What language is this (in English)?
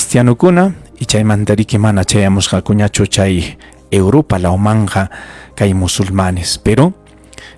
Ayacucho Quechua